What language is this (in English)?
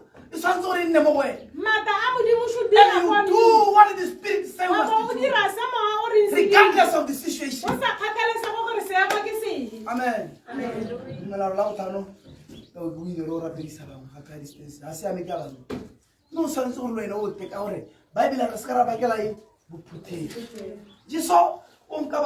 Tswana